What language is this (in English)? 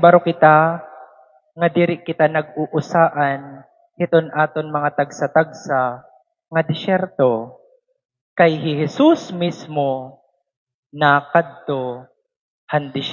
Waray